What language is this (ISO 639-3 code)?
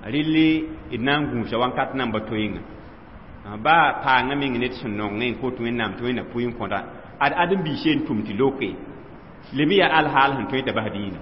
mos